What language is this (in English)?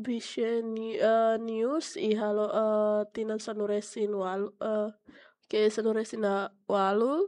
Tetum